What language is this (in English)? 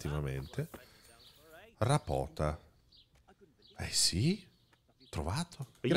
Italian